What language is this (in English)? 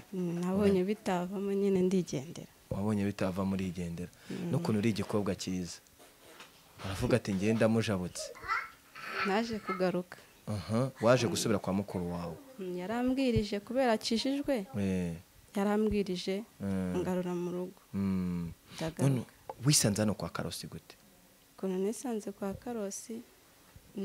Kinyarwanda